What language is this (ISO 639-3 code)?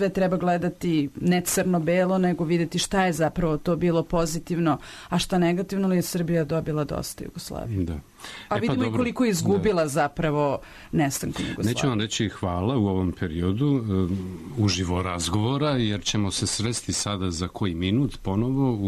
srp